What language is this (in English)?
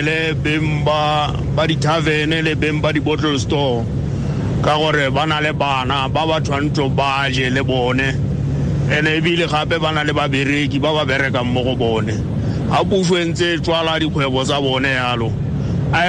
Tswana